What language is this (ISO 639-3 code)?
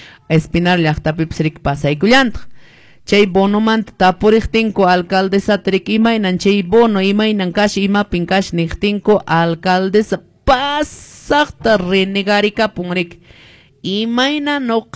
que